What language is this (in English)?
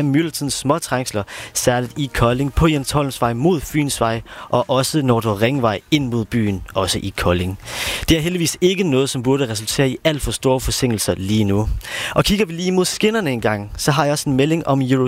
Danish